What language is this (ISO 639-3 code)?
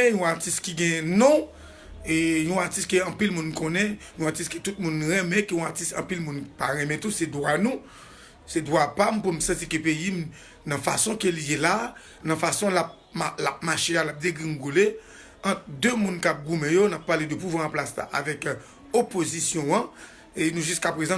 hat